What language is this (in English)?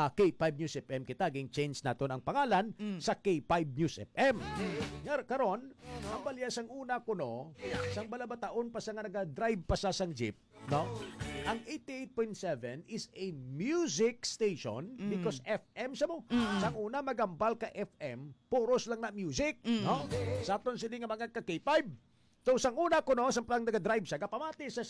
Hiligaynon